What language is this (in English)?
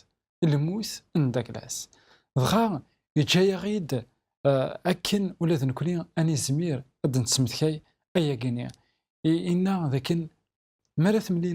Kabyle